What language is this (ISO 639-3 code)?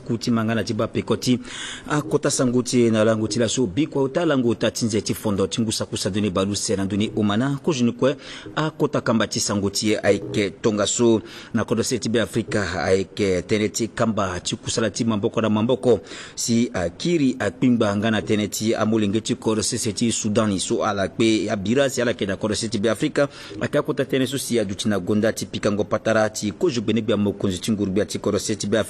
sag